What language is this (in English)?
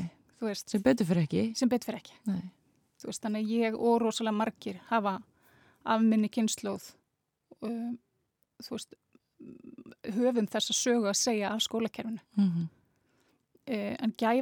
Icelandic